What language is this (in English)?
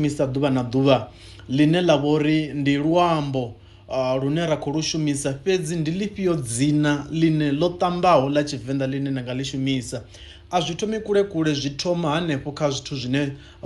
Venda